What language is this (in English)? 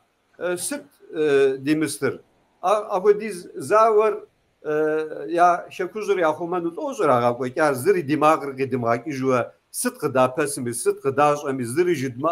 Kabardian